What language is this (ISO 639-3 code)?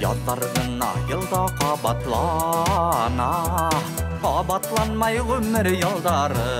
bak